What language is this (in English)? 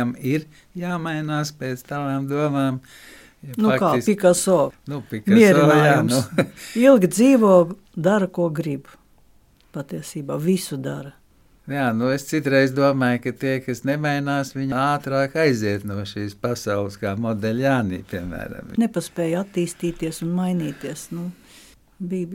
Latvian